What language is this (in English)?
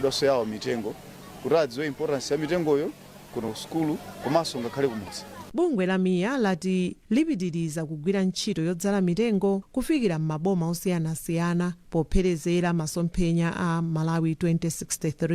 Nyanja